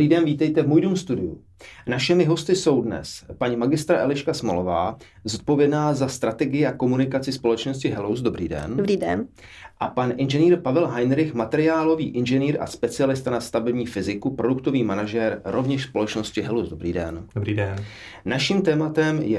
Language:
Czech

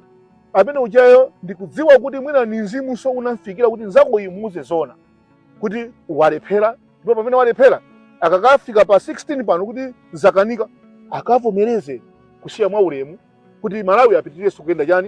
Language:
Nyanja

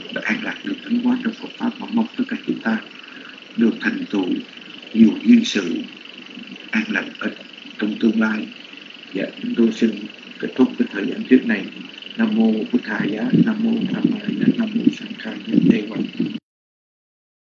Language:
Vietnamese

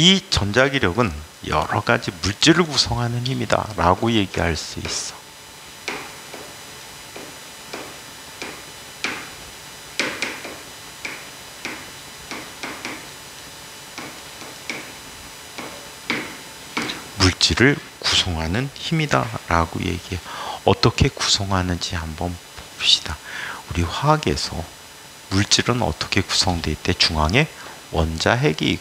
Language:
Korean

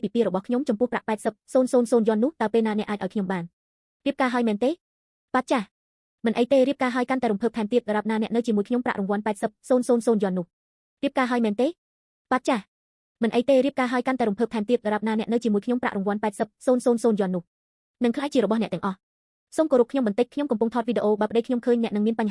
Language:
Khmer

